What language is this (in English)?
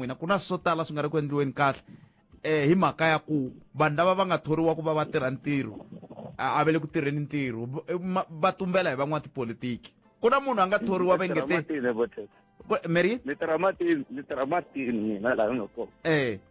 Tsonga